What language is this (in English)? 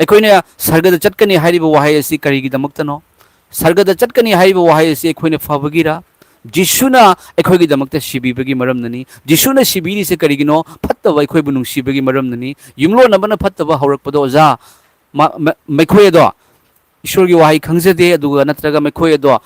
Manipuri